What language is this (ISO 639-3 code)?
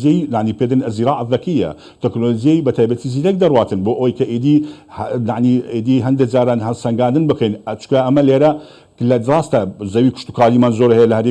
ckb